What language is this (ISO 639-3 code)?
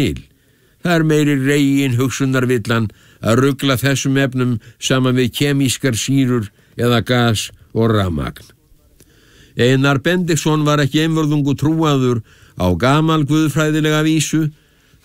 isl